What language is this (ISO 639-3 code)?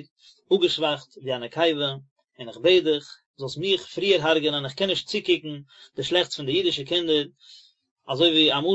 yid